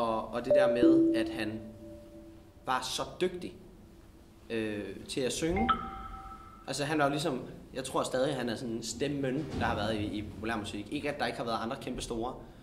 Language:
Danish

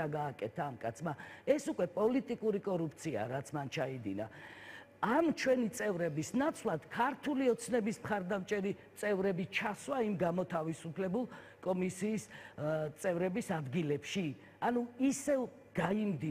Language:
Georgian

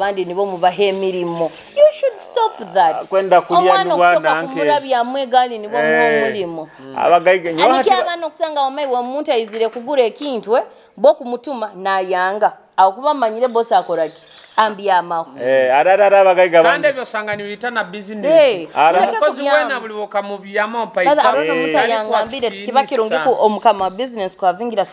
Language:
Nyoro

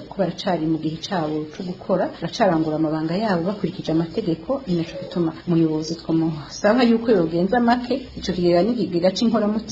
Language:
Rundi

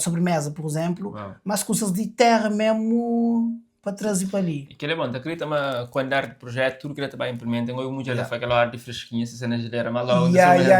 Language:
Kabuverdianu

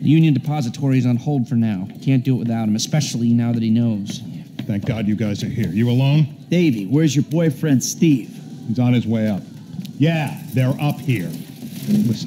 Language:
English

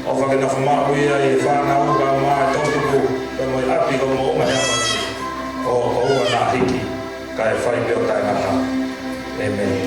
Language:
Tongan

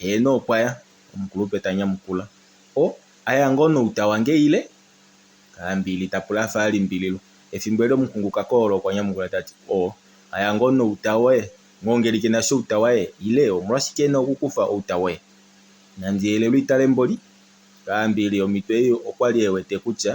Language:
Kuanyama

